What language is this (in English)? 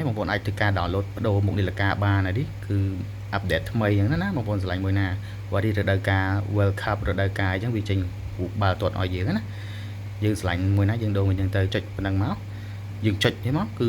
Khmer